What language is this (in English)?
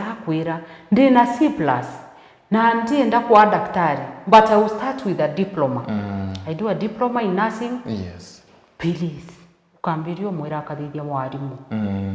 Meru